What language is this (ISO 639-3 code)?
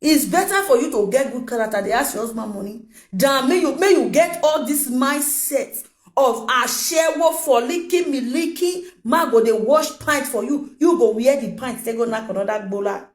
pcm